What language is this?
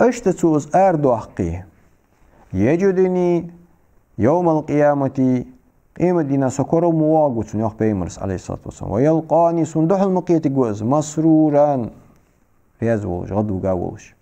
Ingush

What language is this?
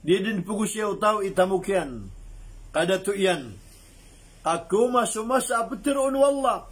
Maranao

